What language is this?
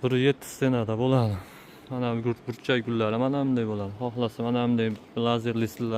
Uzbek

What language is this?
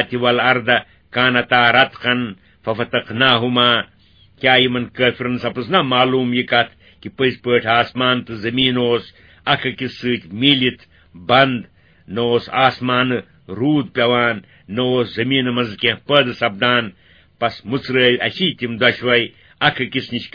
Kashmiri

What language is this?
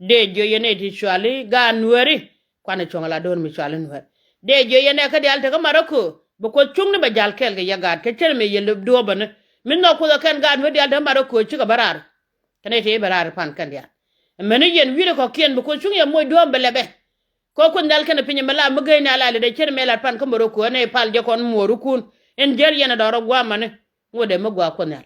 Nuer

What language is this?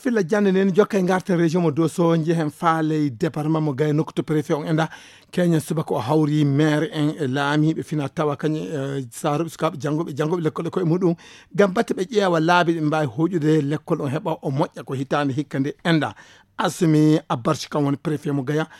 Fula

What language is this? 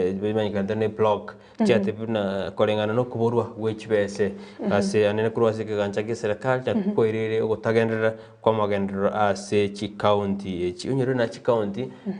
Gusii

